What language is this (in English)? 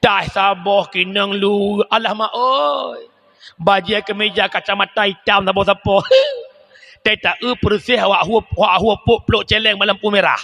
Achinese